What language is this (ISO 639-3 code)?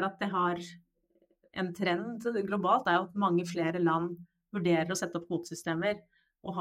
nor